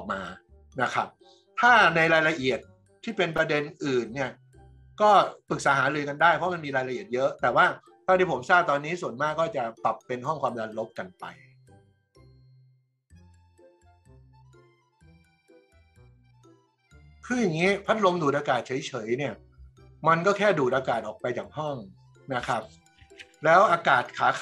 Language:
Thai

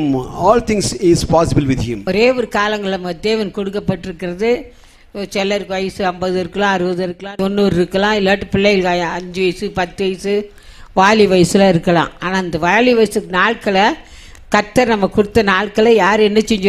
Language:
Tamil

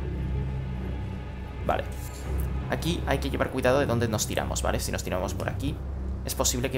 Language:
Spanish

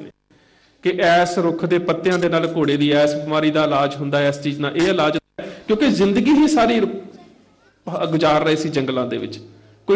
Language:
Punjabi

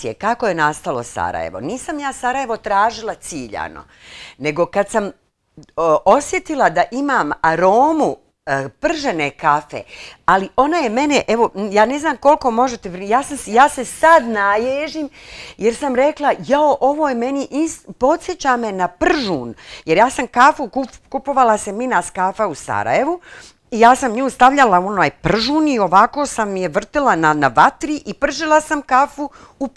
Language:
Bosnian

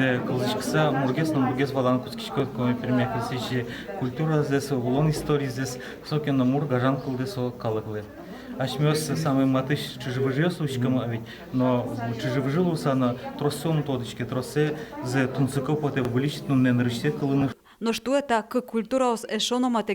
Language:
Udmurt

